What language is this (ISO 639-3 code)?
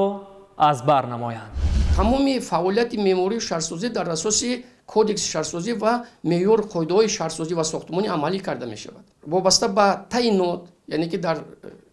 tgk